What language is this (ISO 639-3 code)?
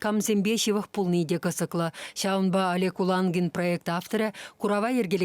chv